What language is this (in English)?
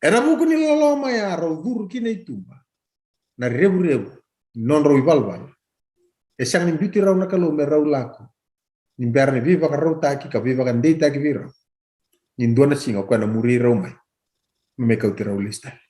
Fijian